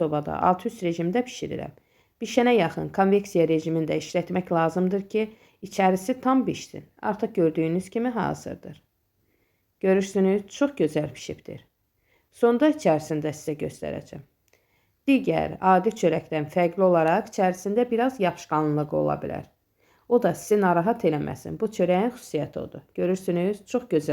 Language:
Azerbaijani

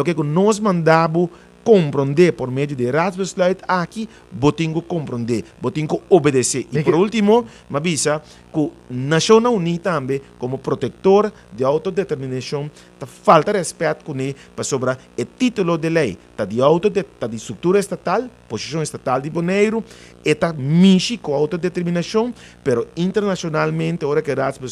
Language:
Papiamento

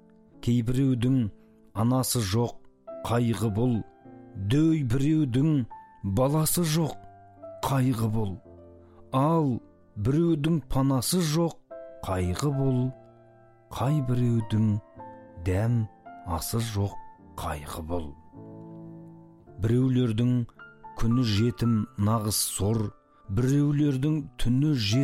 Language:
Kazakh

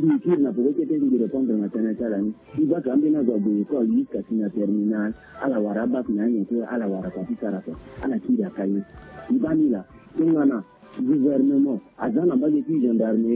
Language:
Sango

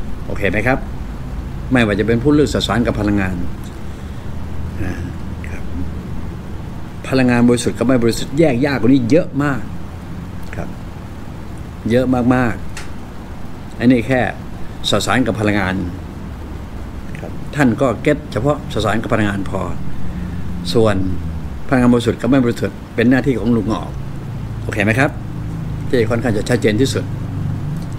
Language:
Thai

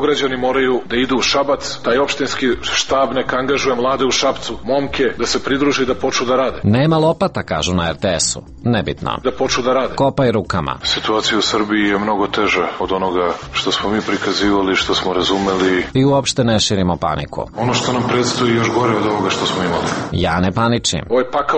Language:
Serbian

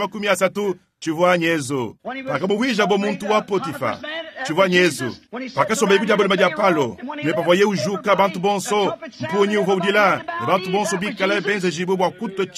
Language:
Luba-Lulua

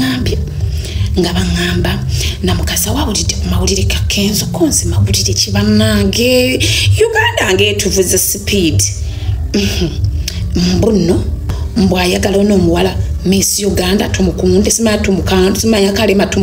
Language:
Ganda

